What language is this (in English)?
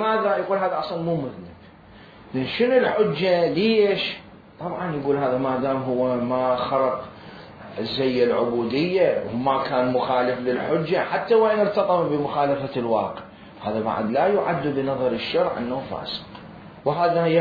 Mesopotamian Arabic